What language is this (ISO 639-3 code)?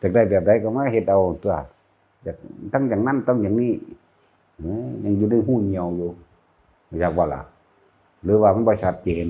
tts